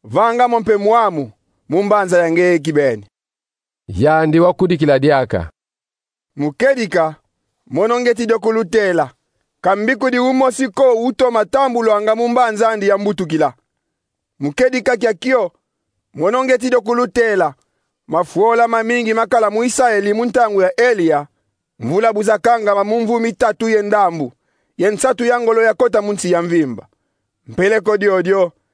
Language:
Kongo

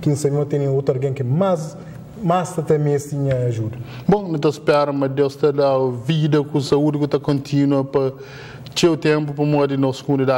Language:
Kabuverdianu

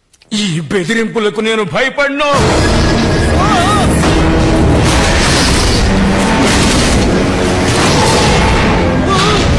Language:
Telugu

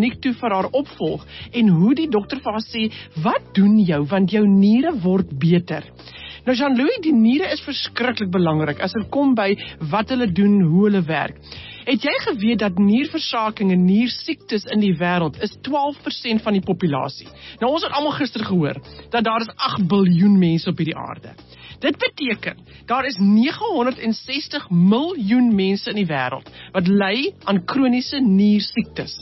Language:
Afrikaans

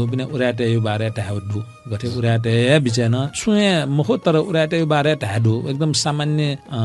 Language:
Newari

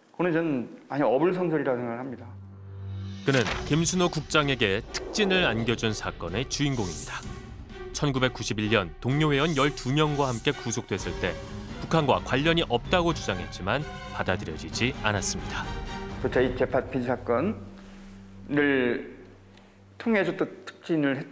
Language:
Korean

